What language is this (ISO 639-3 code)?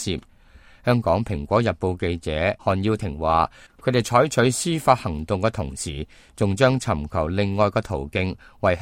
yue